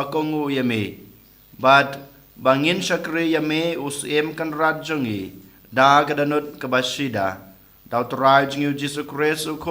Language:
Khasi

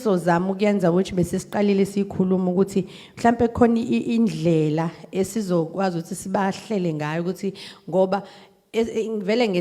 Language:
Zulu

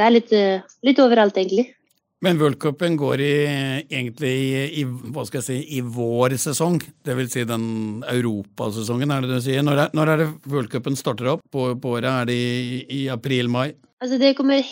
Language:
Norwegian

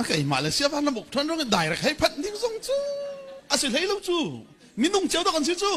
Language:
Hakha Chin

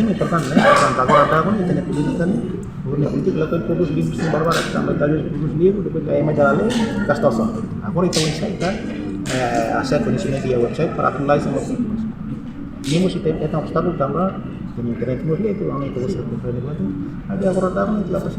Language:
Tetum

